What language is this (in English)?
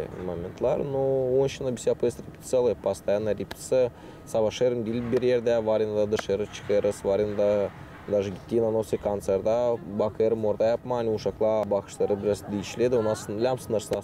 Gagauz